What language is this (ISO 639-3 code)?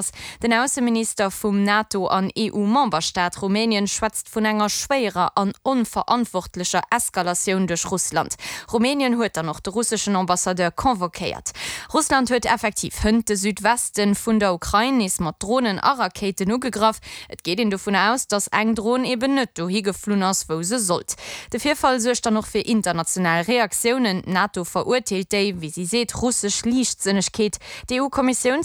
ltz